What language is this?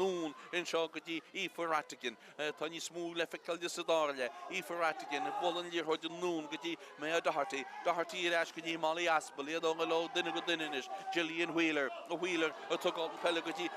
Irish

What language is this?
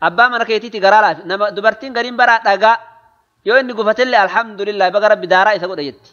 Oromo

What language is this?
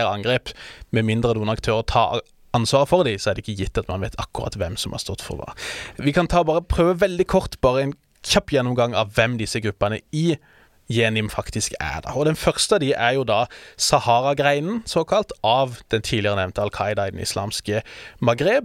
Norwegian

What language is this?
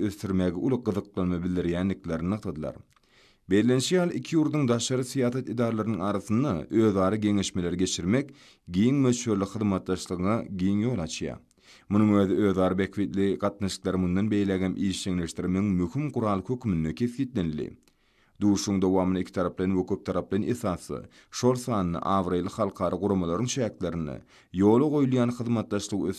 Turkmen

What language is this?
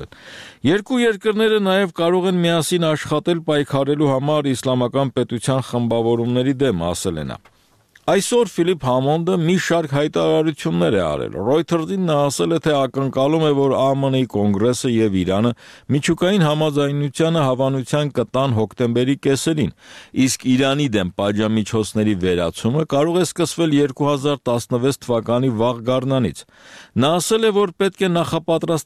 Armenian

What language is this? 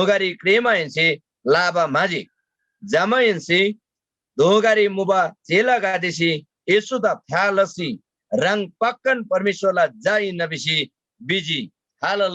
Eastern Tamang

